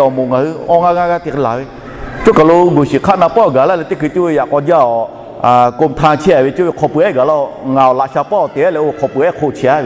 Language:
Lahu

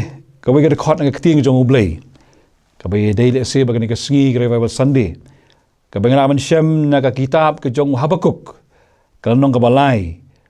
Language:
Khasi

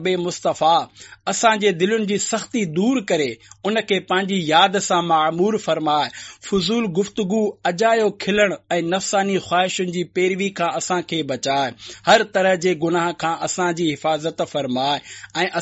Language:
Sindhi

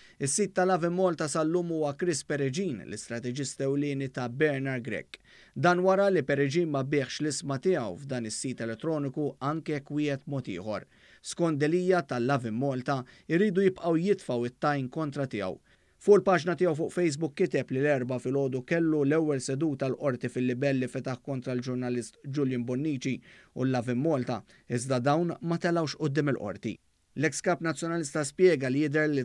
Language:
Maltese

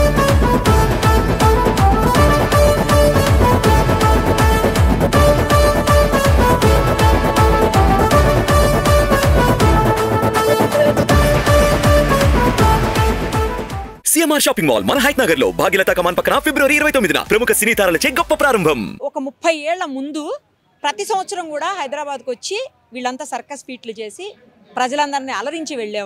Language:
Telugu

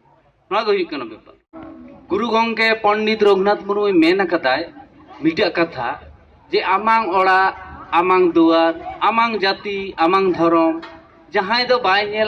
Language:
Santali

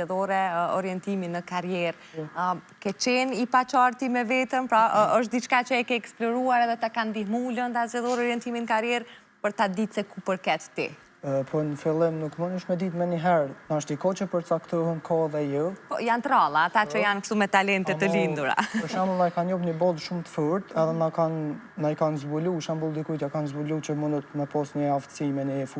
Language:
Albanian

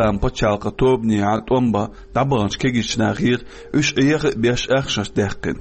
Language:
Chechen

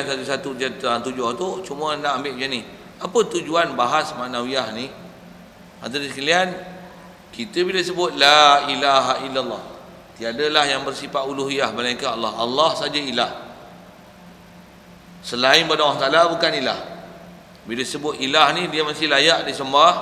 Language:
Malay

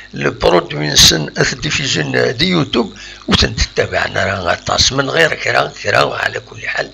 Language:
Kabyle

